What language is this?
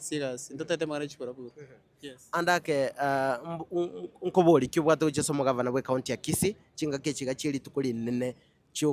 Gusii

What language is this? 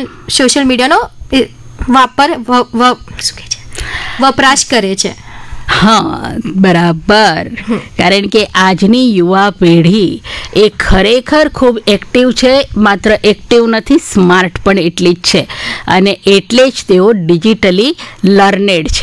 Gujarati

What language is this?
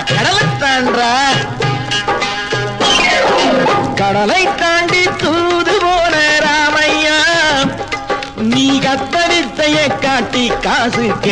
Tamil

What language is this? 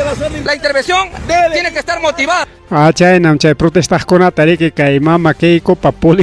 Ayacucho Quechua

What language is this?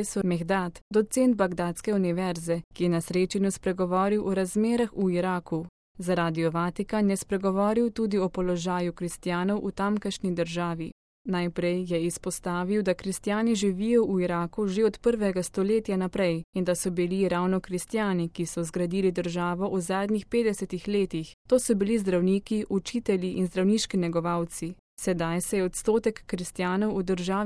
Slovenian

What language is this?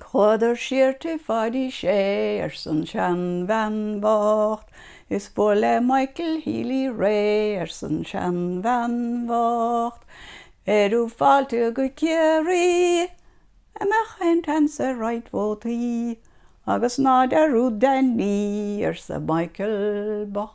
Irish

